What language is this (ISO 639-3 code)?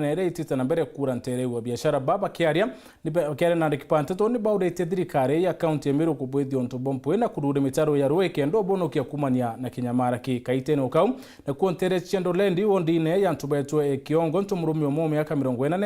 mer